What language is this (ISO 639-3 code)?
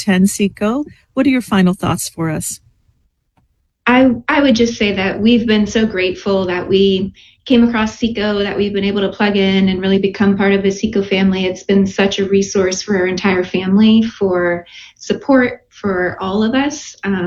eng